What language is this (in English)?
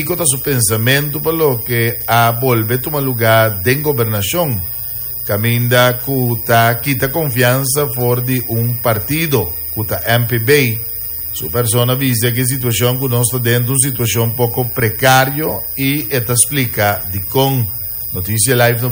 Papiamento